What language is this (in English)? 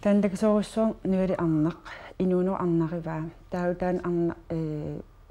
Kalaallisut